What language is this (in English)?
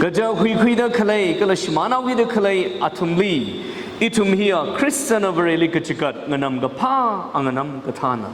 Tangkhul Naga (India)